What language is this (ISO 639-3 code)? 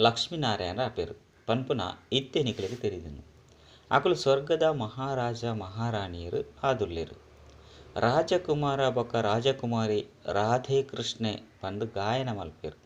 tcy